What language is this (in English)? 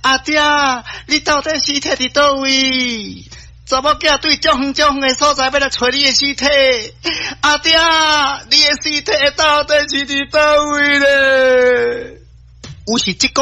Min Nan Chinese